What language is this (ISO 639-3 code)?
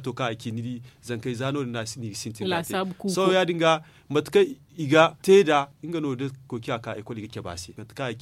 dje